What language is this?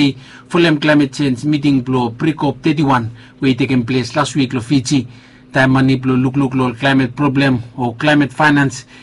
Bislama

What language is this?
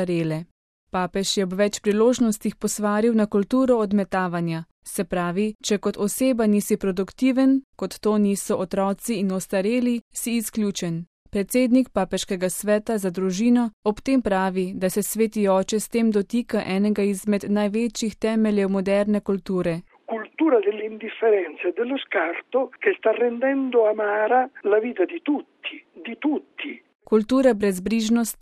Slovenian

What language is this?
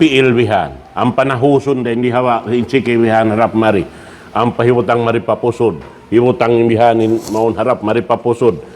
Tausug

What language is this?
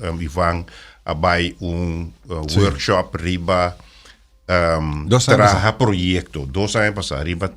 Papiamento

